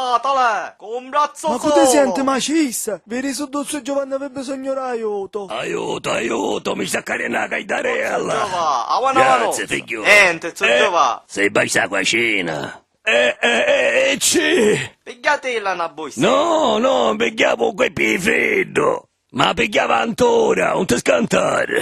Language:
Sicilian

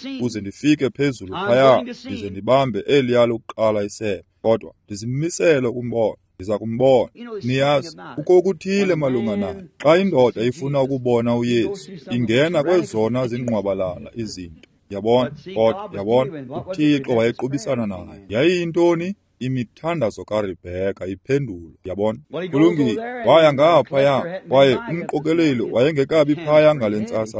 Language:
Xhosa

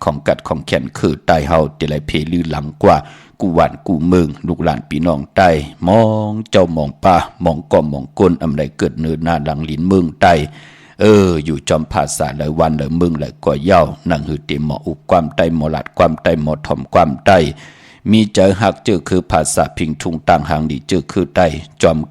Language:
Shan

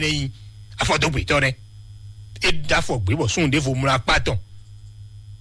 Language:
Fon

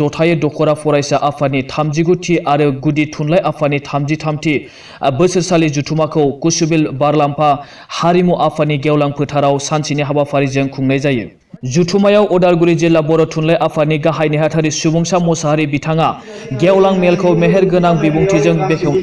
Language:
Bodo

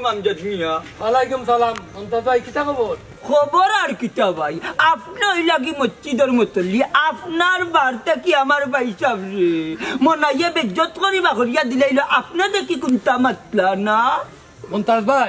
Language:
Sylheti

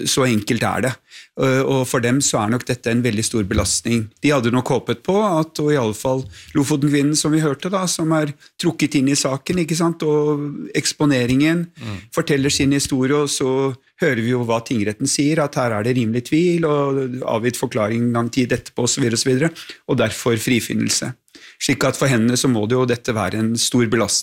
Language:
Norwegian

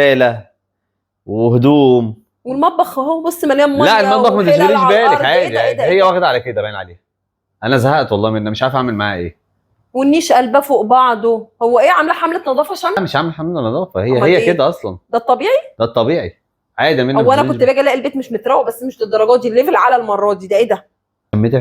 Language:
Egyptian Arabic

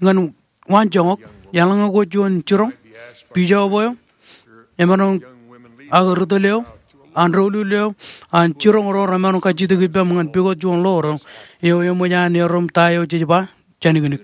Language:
Marshallese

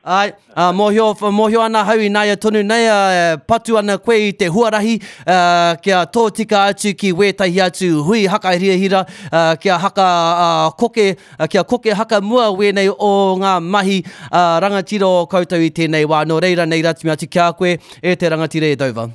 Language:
Māori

